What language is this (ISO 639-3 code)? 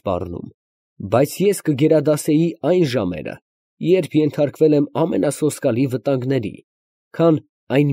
hye